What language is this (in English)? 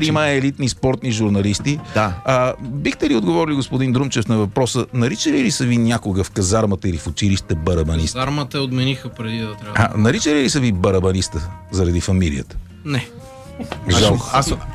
Bulgarian